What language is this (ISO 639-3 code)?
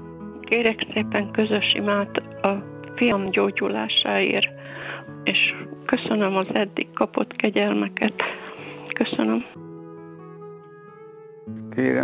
hun